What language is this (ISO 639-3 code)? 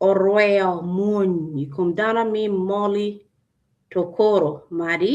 ach